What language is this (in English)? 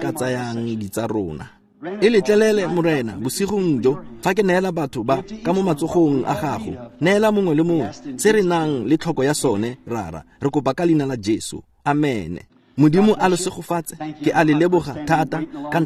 Tswana